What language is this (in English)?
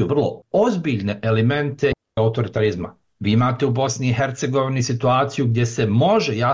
Bosnian